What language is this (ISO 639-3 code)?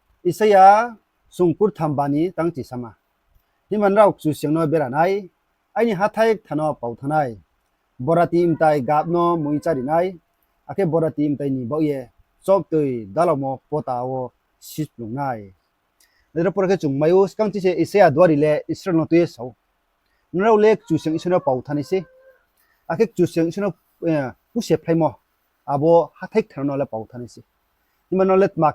ria